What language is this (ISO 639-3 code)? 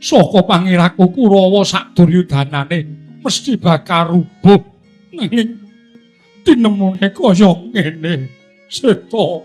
jav